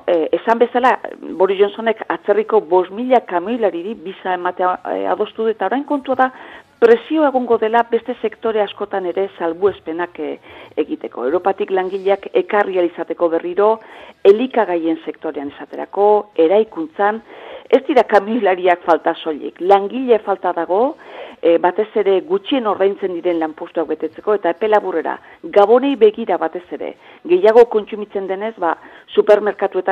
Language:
Basque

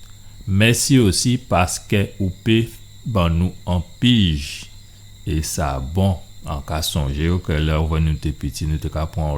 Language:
Guadeloupean Creole French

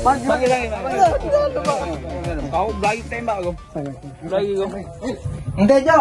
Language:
Musi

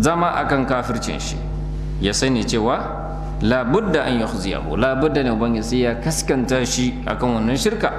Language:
Hausa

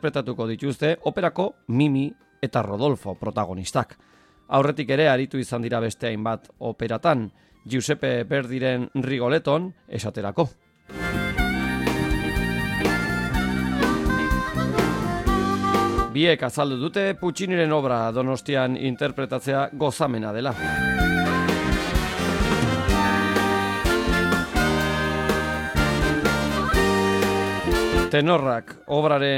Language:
Basque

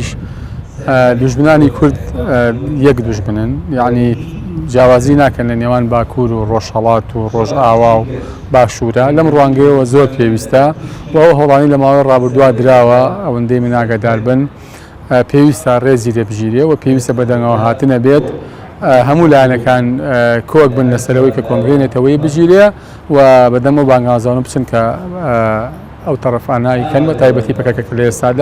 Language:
Central Kurdish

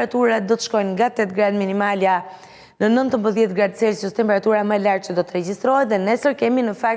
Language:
Albanian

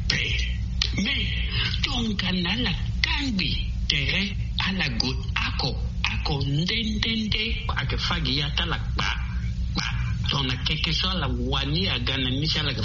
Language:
Sango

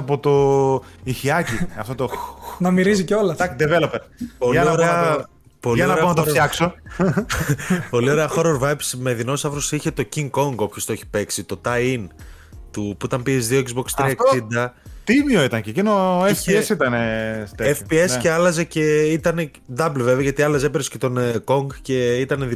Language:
Greek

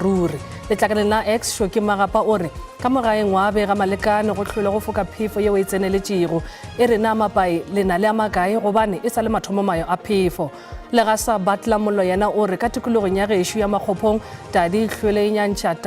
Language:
Northern Sotho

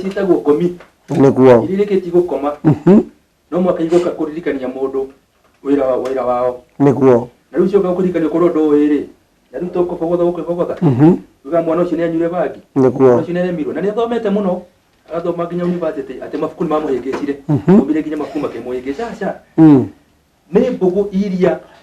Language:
Kikuyu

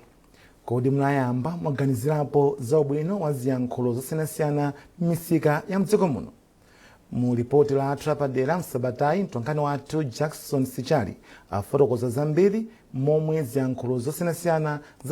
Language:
Nyanja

